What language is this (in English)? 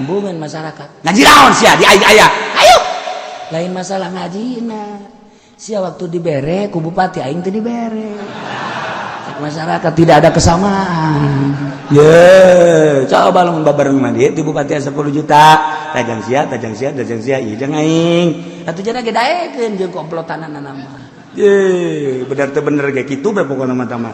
Sundanese